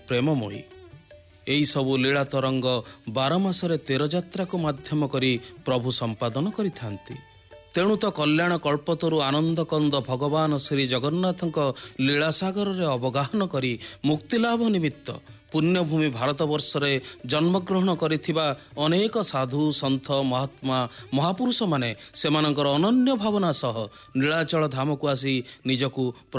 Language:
Odia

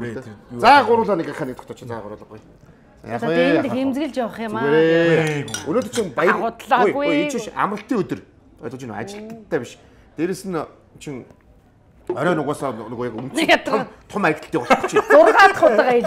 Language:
Mongolian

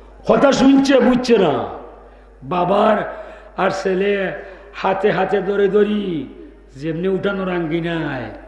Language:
Sylheti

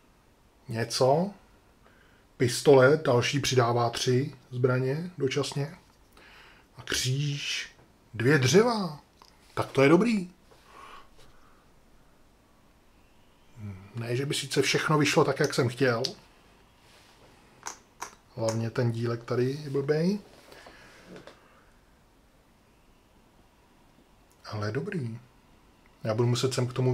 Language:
Czech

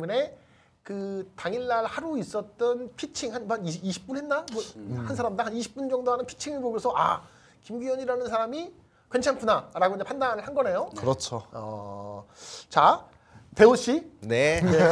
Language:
Korean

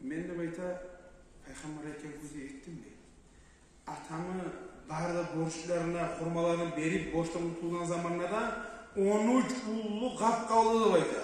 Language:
Kumyk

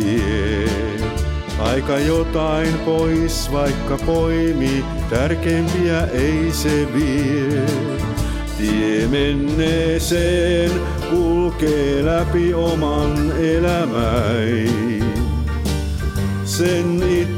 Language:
Finnish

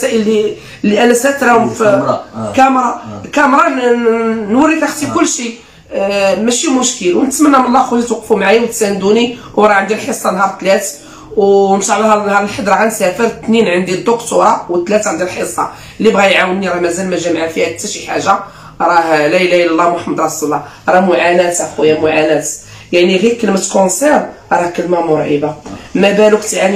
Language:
Moroccan Arabic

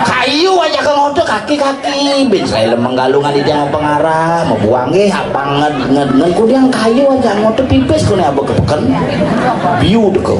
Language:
Balinese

